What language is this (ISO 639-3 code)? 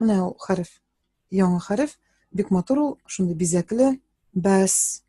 tat